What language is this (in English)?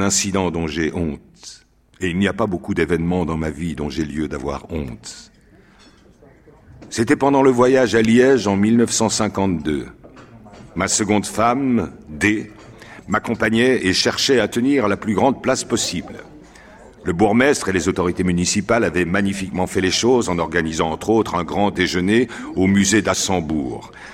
French